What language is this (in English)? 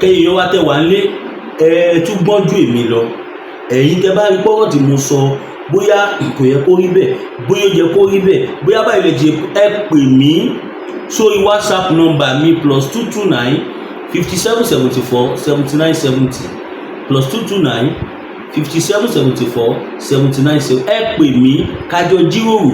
Yoruba